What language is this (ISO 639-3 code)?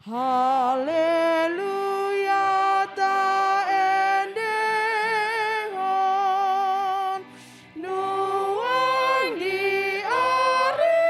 bbc